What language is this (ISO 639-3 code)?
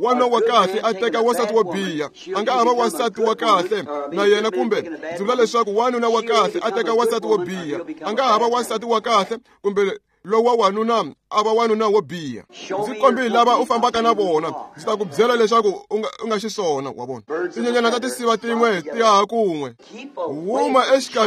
tso